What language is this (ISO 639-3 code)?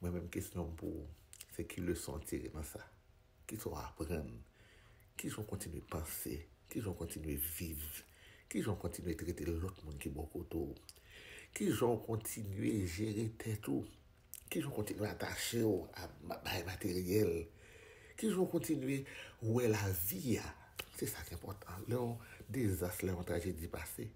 hat